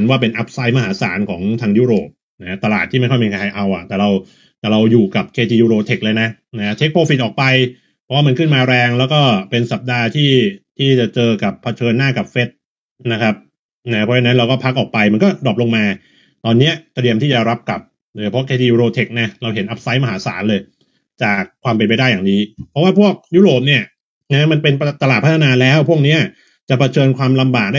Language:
Thai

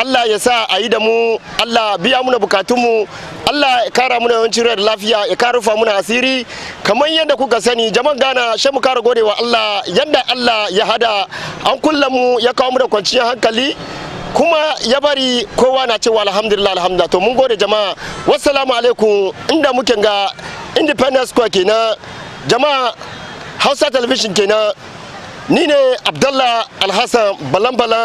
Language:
Hausa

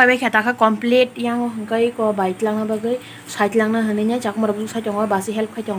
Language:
Kok Borok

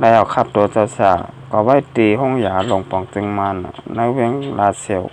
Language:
Shan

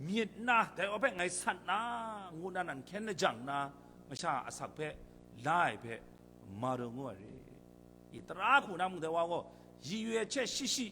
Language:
Kachin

